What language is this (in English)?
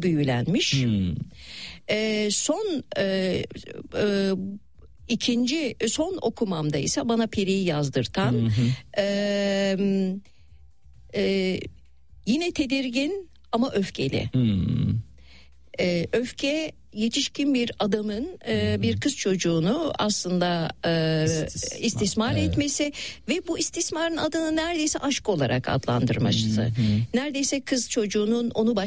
Turkish